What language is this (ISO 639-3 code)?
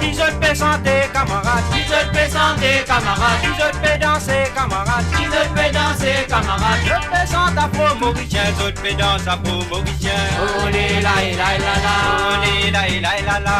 mfe